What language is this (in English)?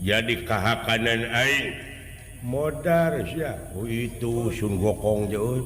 Sundanese